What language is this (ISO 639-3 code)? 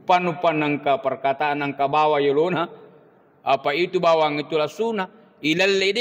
bug